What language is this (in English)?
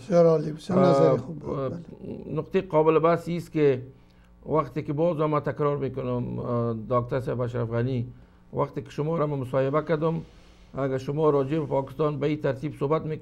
Persian